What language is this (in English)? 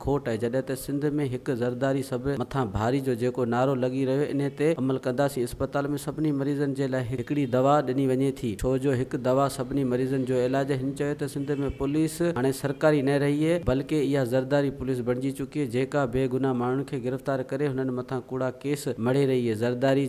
Sindhi